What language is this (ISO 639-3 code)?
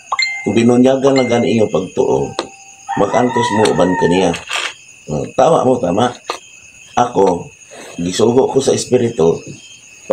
ceb